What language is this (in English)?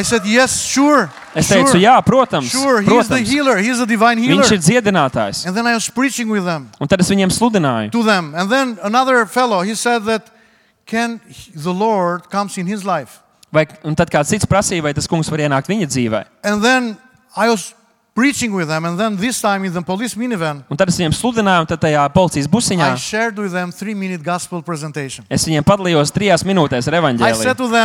Latvian